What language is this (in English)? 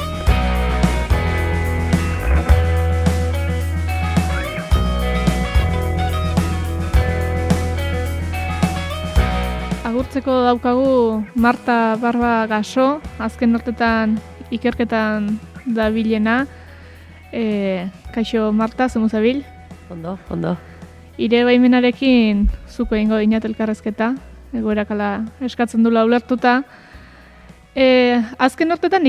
Basque